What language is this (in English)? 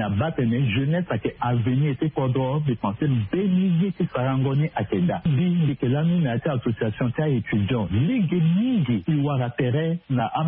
Sango